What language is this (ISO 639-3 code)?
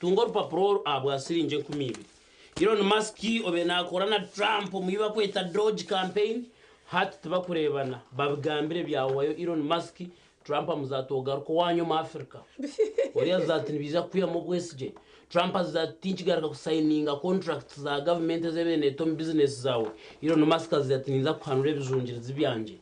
nyn